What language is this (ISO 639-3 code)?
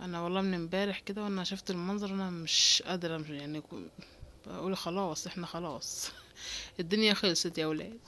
arz